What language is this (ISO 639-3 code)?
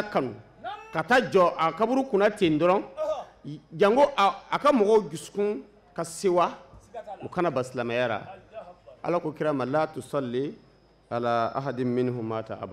bam